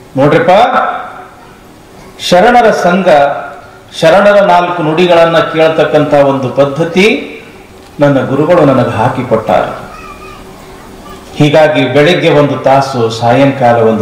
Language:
Kannada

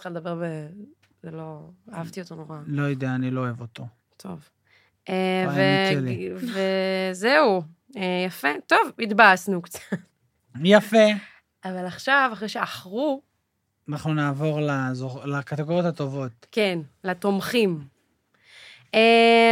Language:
Hebrew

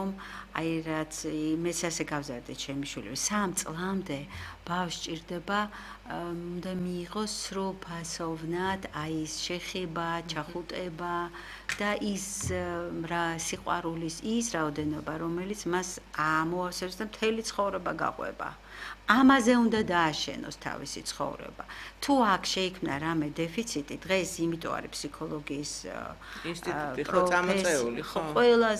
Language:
Georgian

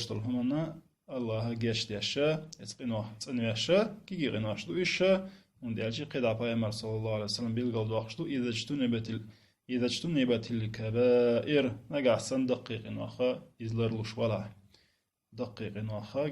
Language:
Chechen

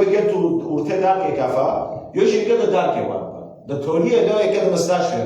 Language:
Kurdish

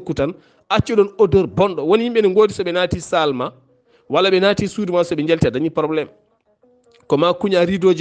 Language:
Fula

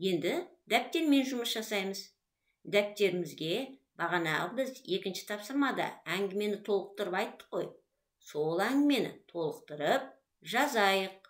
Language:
Kazakh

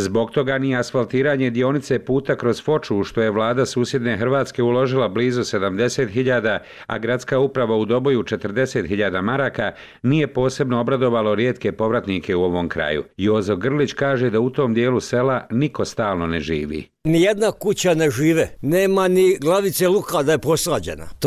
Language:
Bosnian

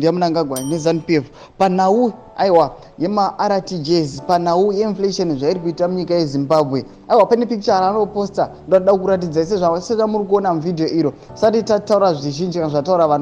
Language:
Shona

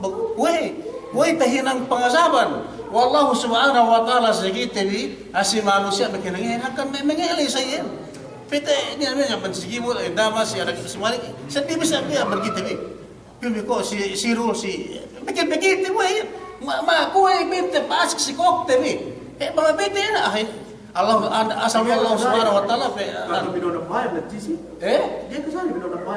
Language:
Yakan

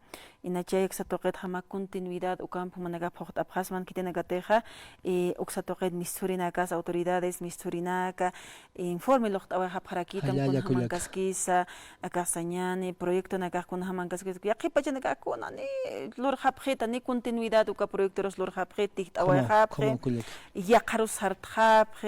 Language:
Aymara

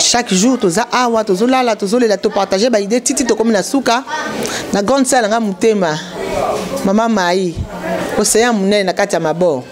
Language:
Lingala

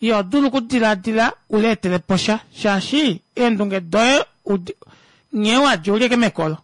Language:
Kuanyama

